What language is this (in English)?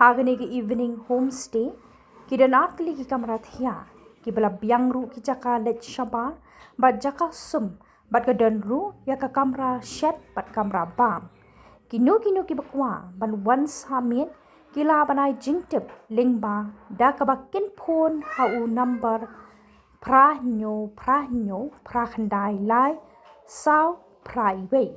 Khasi